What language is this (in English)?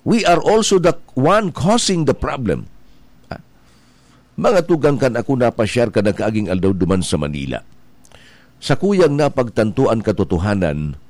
Bikol